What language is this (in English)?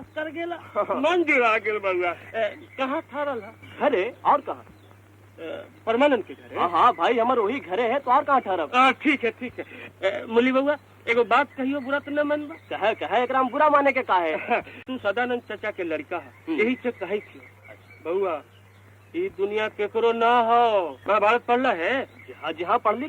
Magahi